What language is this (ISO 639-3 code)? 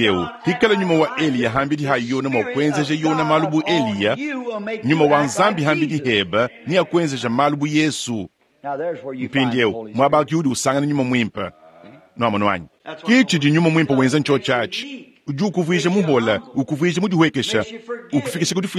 lua